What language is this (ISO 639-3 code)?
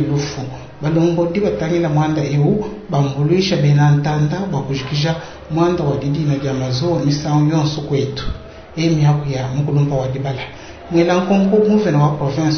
lua